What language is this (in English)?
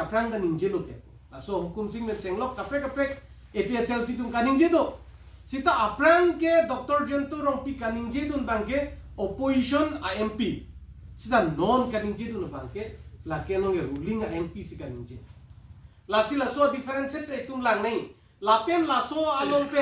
Karbi